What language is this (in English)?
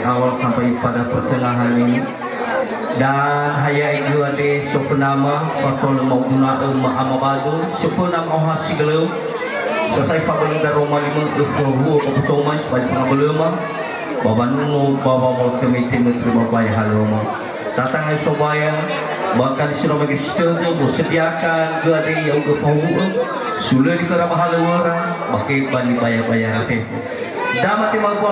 Nias